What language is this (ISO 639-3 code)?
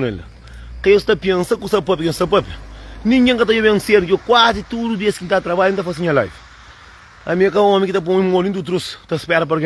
kea